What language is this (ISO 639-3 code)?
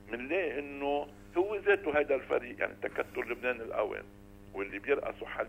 apc